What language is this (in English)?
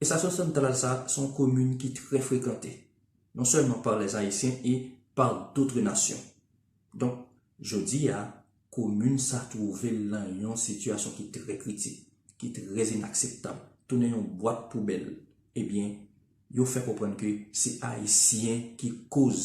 Haitian Creole